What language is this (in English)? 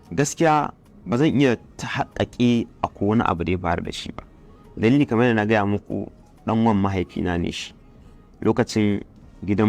Hausa